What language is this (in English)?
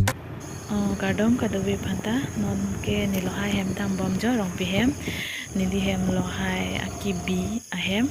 Karbi